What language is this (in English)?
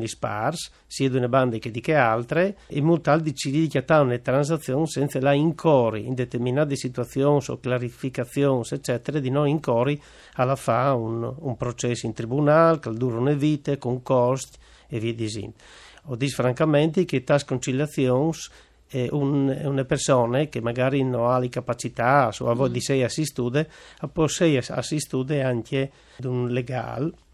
Friulian